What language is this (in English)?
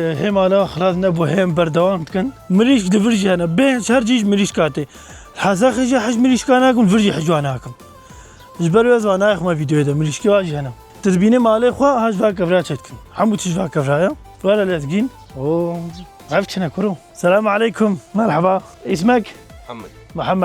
Kurdish